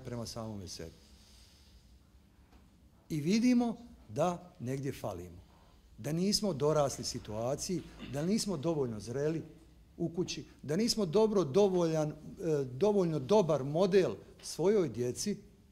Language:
Bosnian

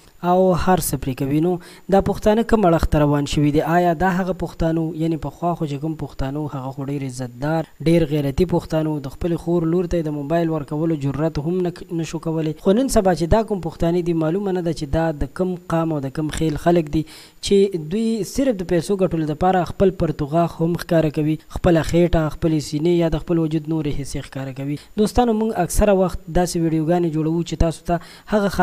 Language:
Pashto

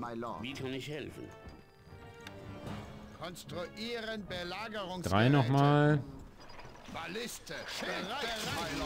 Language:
German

